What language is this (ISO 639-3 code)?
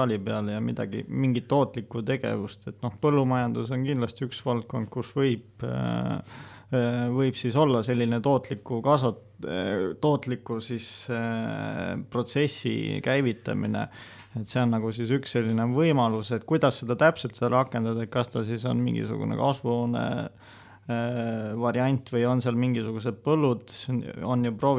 est